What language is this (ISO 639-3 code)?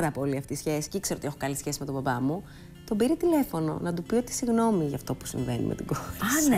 ell